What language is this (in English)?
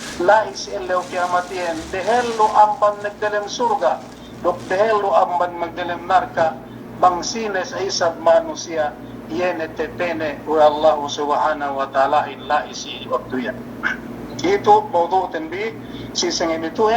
Yakan